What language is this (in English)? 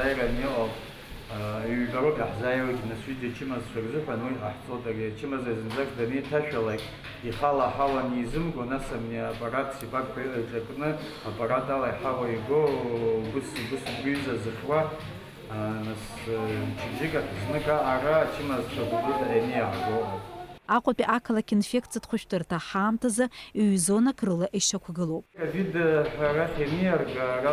Abkhazian